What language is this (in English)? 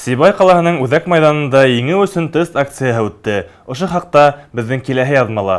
Bashkir